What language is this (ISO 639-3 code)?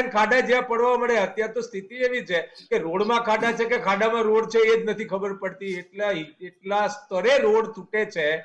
guj